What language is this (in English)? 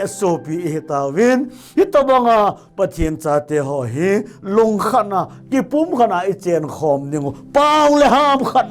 Thado Chin